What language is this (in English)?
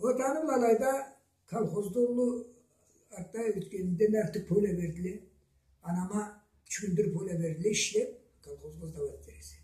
Karachay-Balkar